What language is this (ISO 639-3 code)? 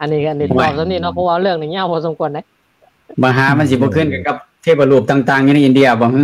lao